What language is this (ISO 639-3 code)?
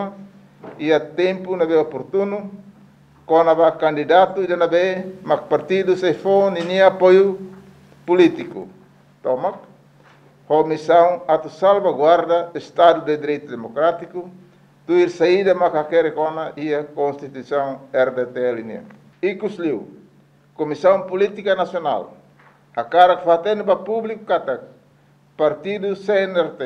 tet